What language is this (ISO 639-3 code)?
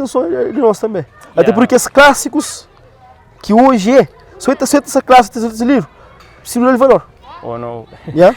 kea